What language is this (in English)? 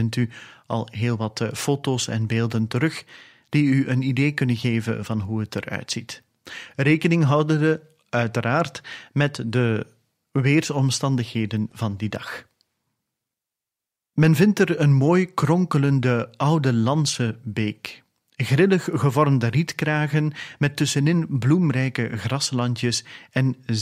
Dutch